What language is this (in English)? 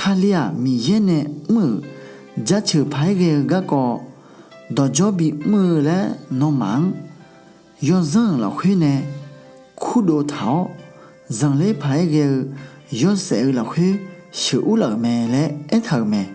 Akha